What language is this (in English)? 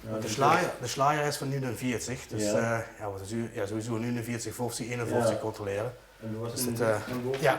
Limburgish